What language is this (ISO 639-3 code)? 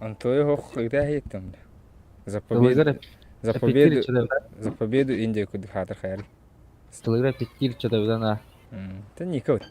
sah